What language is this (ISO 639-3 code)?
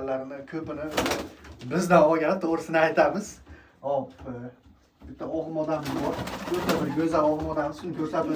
uzb